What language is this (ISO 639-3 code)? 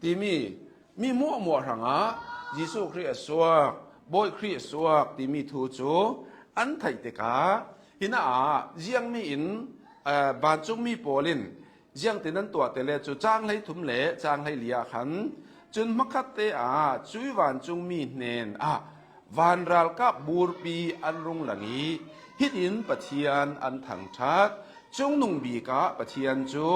cnh